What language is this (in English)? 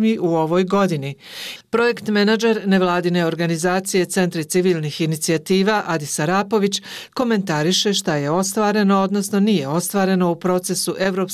Bosnian